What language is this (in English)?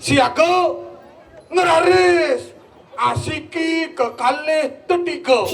Balinese